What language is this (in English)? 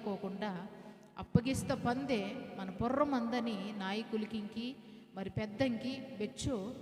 Koya